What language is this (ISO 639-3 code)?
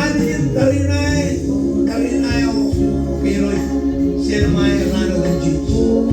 mah